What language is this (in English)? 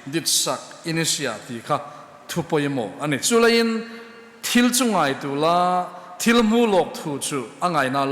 Hmar